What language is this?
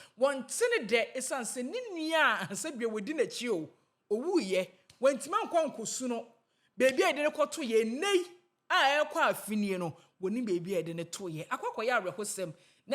Akan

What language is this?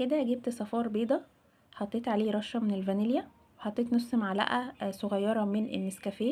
Egyptian Arabic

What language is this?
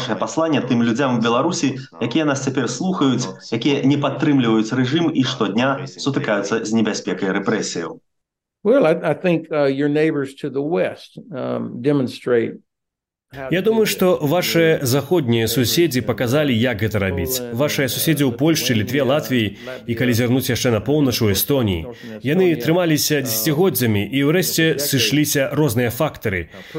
Belarusian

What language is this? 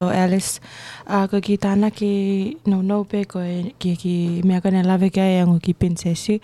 Tongan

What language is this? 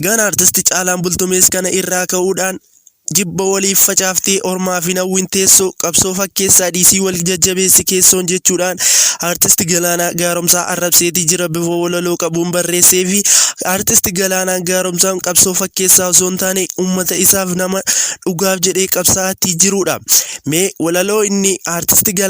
Oromo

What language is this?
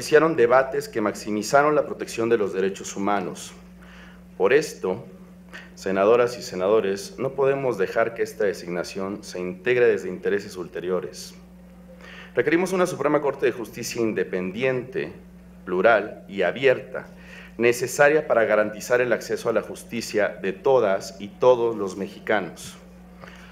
Spanish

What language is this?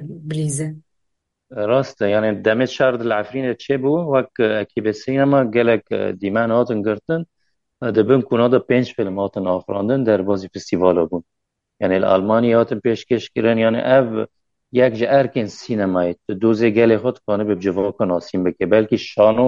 Kurdish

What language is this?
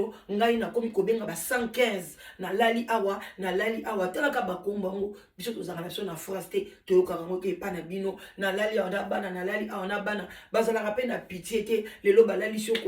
Lingala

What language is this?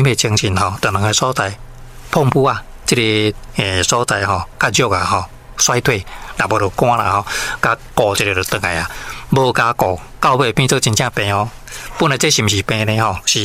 Min Nan Chinese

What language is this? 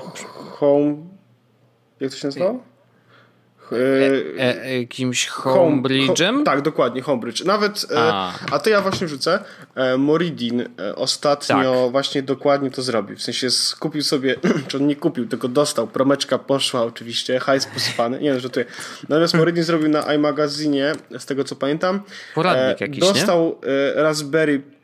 Polish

